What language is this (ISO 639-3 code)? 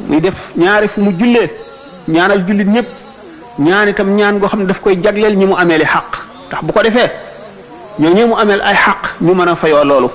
wol